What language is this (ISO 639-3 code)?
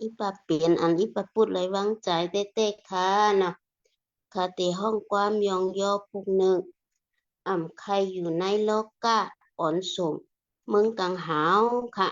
shn